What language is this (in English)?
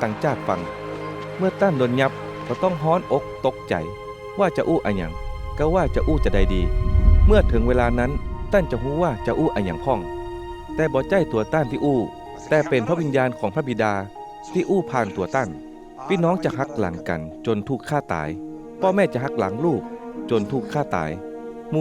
Northern Thai